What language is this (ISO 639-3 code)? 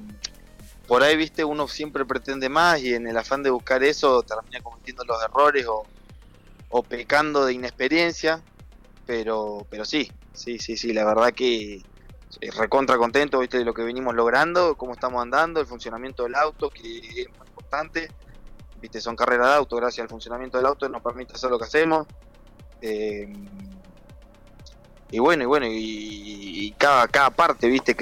spa